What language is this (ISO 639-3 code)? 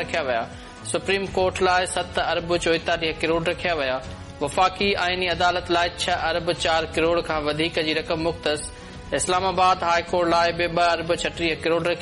snd